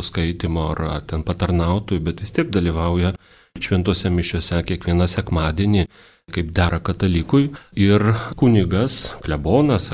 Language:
Lithuanian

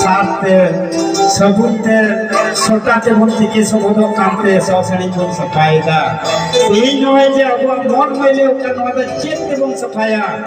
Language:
Santali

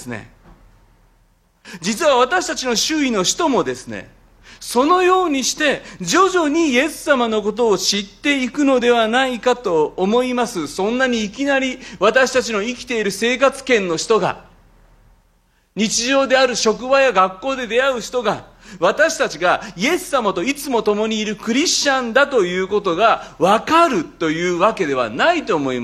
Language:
Japanese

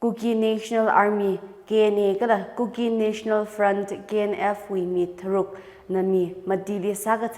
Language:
Tangkhul Naga (India)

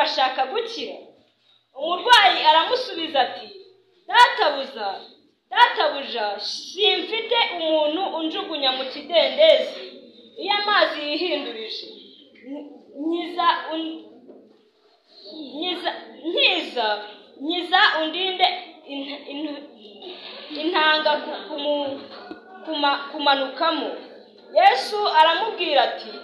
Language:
Kinyarwanda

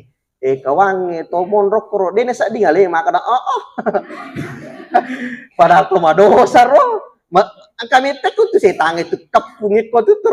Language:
Buginese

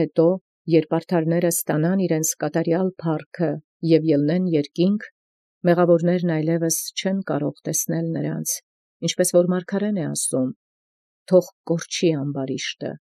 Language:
Armenian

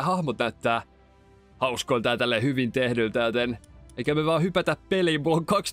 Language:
Finnish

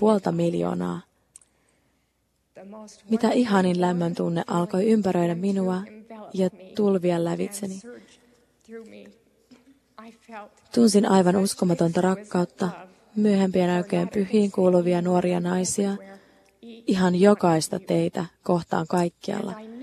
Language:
Finnish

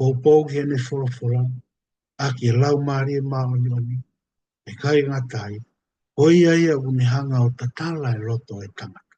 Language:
Tongan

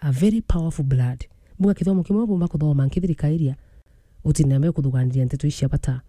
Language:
Meru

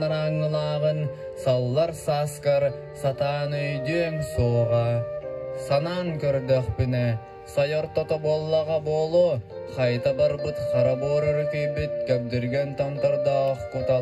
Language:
Yakut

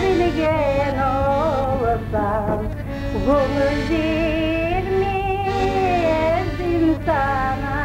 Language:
Crimean Tatar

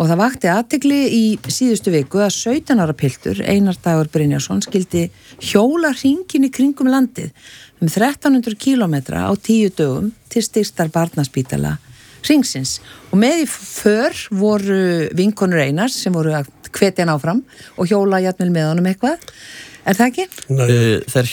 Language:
Icelandic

